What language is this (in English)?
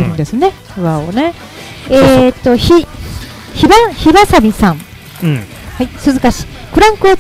Japanese